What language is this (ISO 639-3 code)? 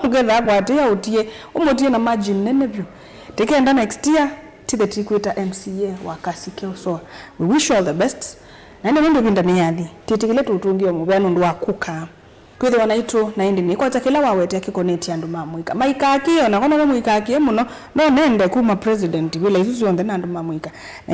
kam